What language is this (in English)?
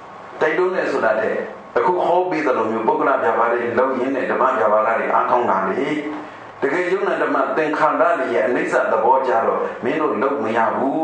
Burmese